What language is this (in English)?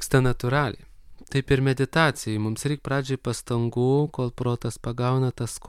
Lithuanian